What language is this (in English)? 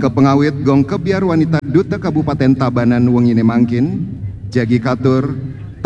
Balinese